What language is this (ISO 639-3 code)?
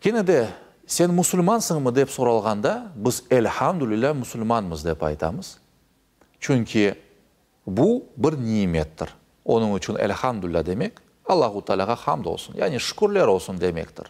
crh